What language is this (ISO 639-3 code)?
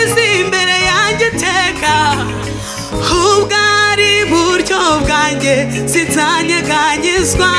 kin